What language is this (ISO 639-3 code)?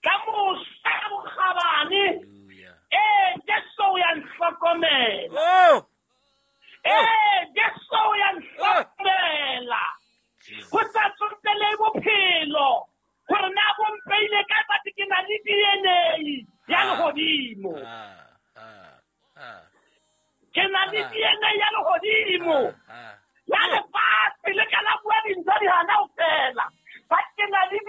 sot